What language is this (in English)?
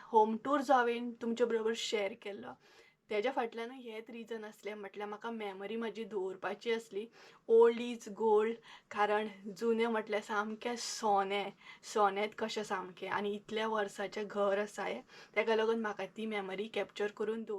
Konkani